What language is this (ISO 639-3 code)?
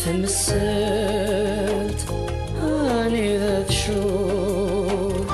kab